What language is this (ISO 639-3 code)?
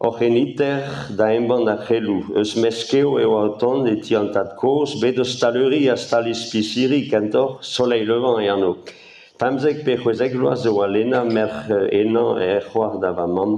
bre